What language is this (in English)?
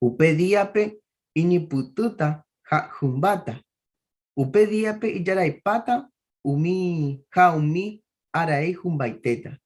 Guarani